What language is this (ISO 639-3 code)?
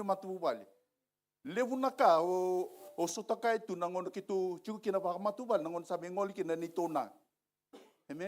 fij